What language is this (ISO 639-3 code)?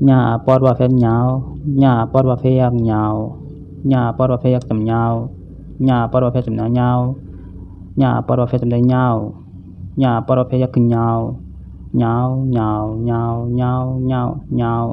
shn